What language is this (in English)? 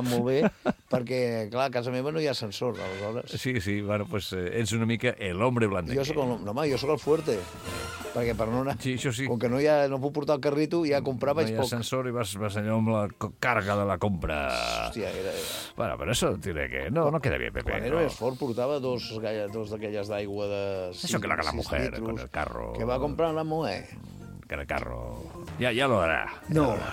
Catalan